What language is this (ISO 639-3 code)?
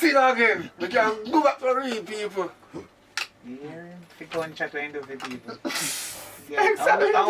jam